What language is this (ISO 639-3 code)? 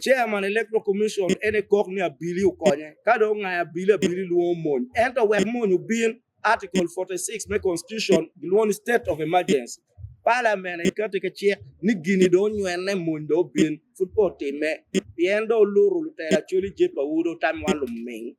ach